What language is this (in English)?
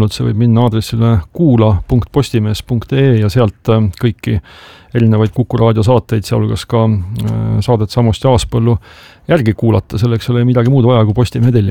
Estonian